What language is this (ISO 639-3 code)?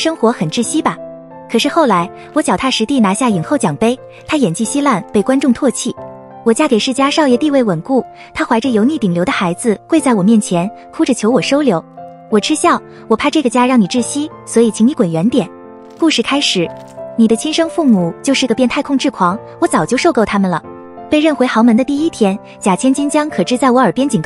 zho